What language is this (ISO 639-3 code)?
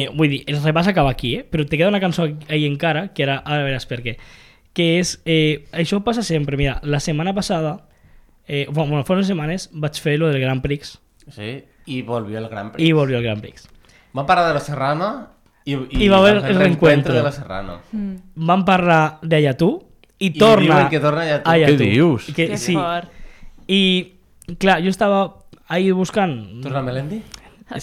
cat